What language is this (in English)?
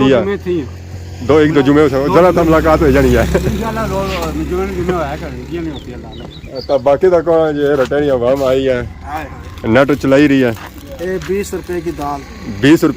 Pahari-Potwari